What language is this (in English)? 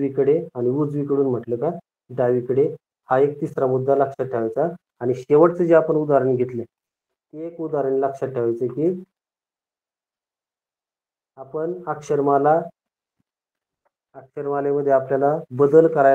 Marathi